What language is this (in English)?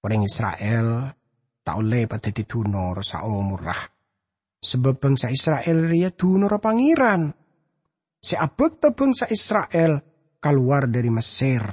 Madurese